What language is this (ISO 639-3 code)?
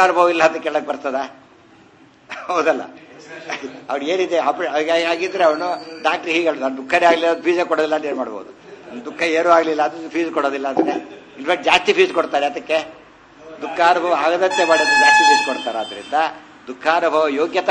kan